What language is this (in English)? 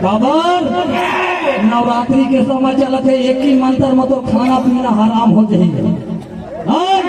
Chhattisgarhi